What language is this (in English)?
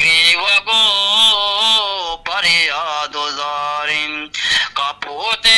Eastern Balochi